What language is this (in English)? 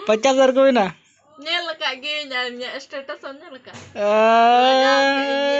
Santali